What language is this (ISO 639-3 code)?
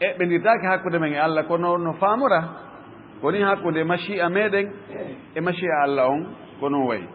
ful